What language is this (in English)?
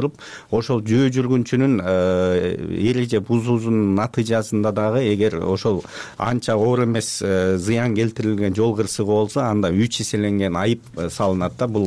Kyrgyz